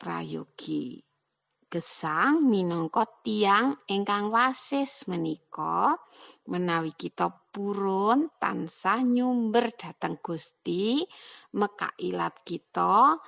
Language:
Javanese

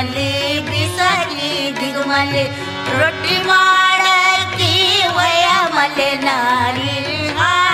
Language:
Kannada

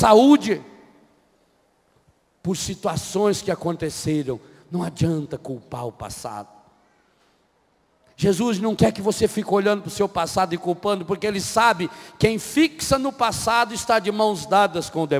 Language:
Portuguese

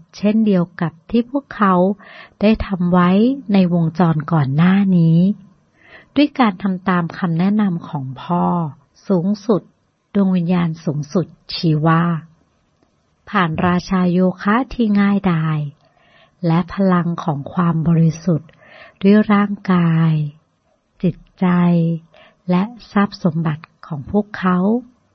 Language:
Thai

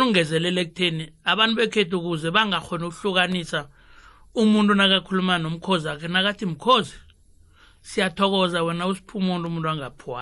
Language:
South Ndebele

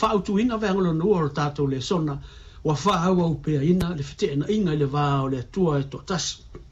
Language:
Samoan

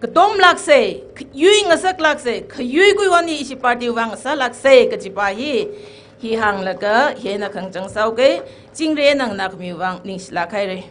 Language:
Tangkhul Naga (India)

